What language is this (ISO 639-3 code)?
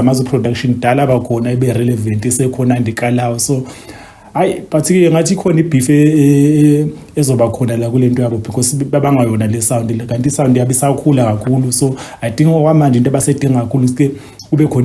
zul